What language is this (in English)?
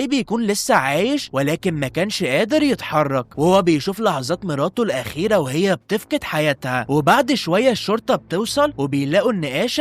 Egyptian Arabic